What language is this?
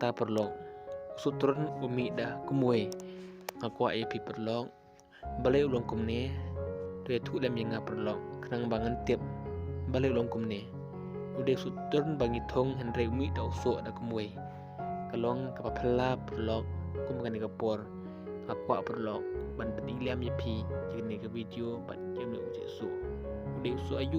Khasi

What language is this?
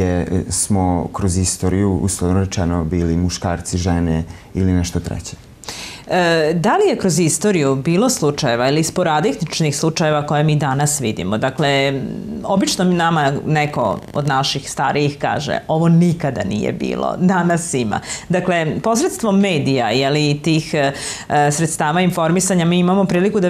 Serbian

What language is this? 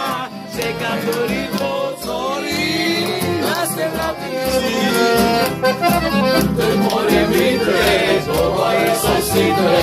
Croatian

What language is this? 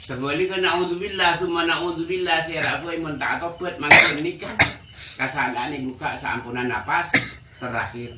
Madurese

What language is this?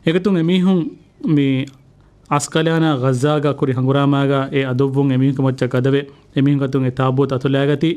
Divehi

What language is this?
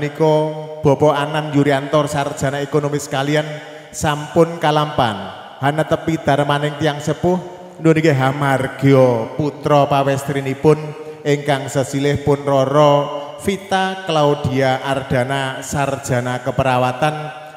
Javanese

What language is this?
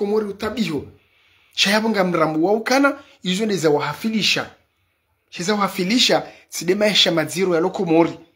Ngazidja Comorian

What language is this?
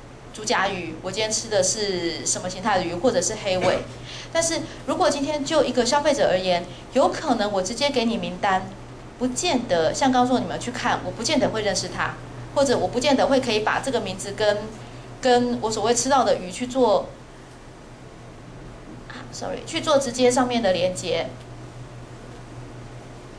Chinese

